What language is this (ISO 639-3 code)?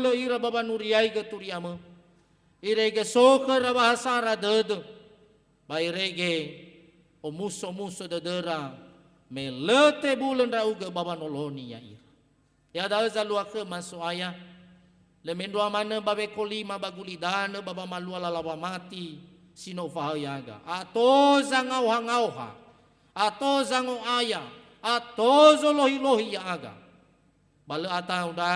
nia